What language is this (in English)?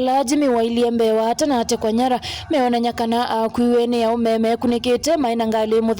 Kamba